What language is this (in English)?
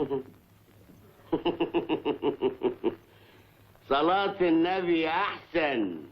Egyptian Arabic